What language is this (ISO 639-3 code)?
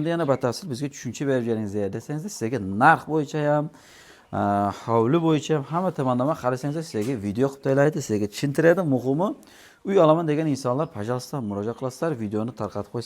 uzb